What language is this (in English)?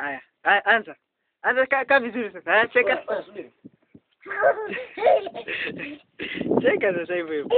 Macedonian